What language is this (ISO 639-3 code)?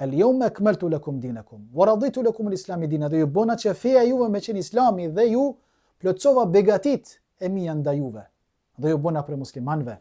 sqi